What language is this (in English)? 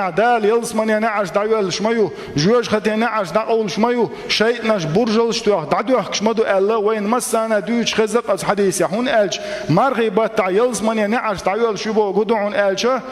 Chechen